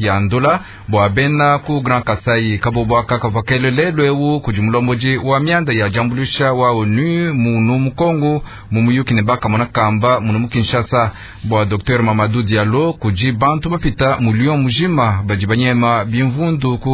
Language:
Luba-Lulua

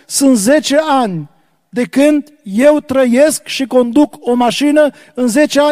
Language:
Romanian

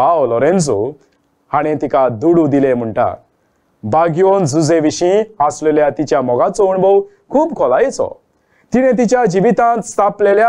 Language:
Konkani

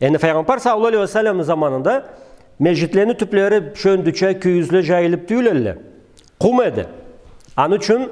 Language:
Karachay-Balkar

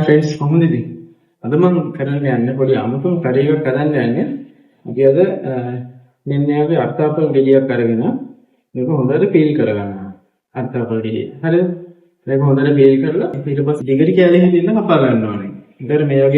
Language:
Sinhala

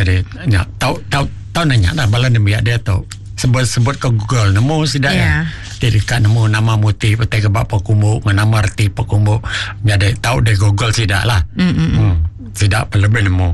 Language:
Iban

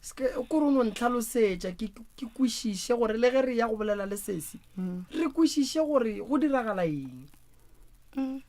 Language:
Northern Sotho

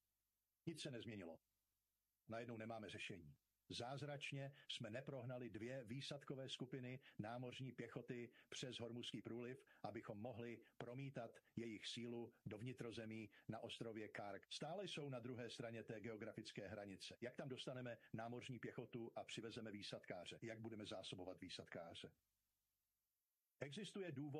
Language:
Czech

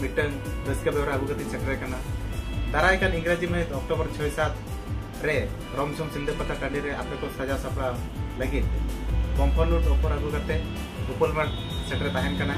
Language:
Santali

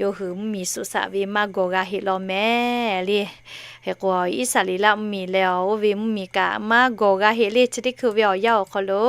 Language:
Lahu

